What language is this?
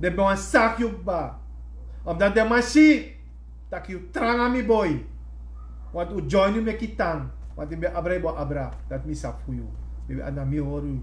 Sranan Tongo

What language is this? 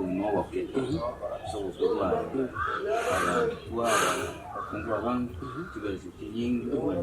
Gusii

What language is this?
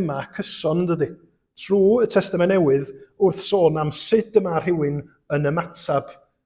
Welsh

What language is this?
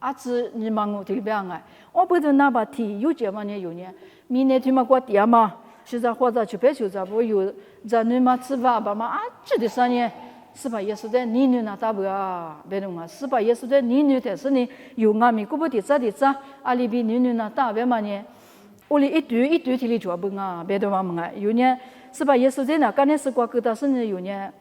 Lisu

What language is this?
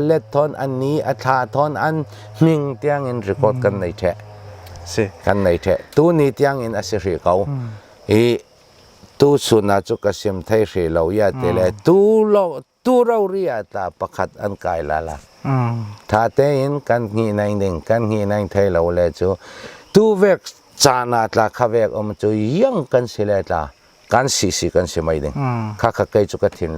Hakha Chin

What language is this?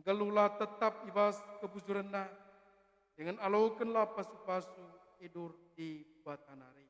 Batak Karo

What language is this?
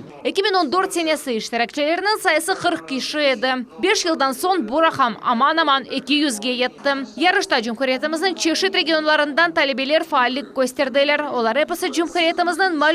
Crimean Tatar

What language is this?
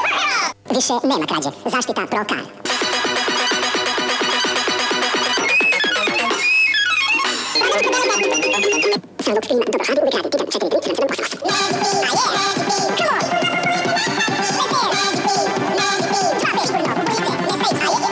Croatian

